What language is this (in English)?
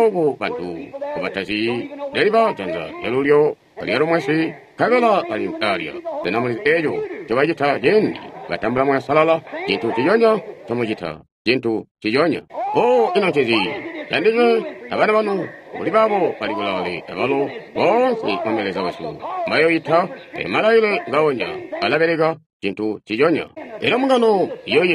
Tonga (Zambia)